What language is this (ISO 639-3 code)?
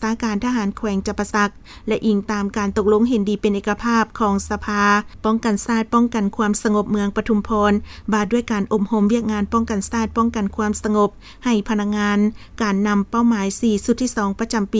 lao